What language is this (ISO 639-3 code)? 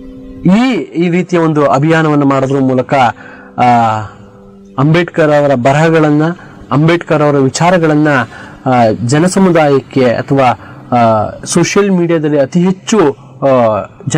kan